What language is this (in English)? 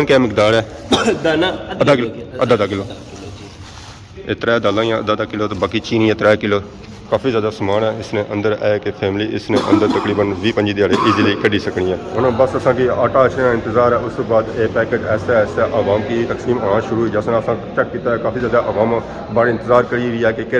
Pahari-Potwari